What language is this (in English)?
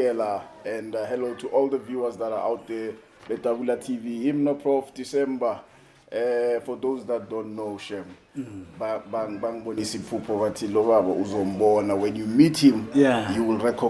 Zulu